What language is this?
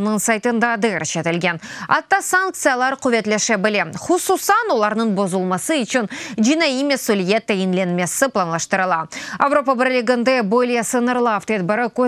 Crimean Tatar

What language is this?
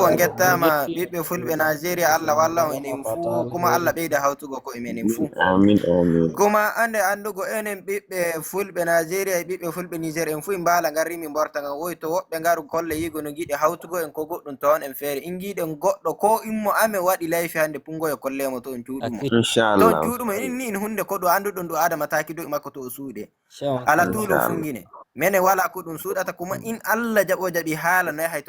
Fula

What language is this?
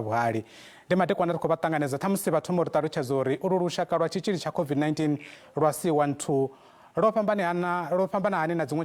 Venda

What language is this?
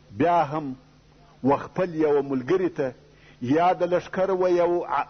Pashto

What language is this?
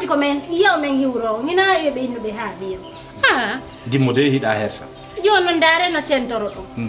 Fula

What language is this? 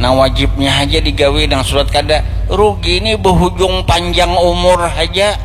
Banjar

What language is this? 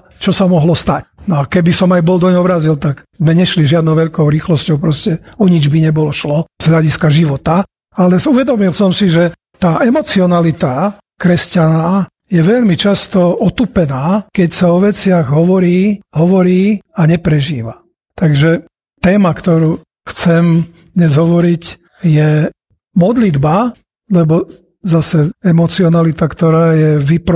Slovak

